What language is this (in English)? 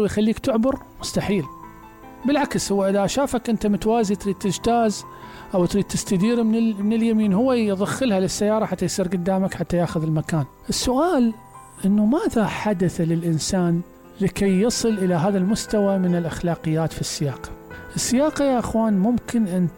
Mesopotamian Arabic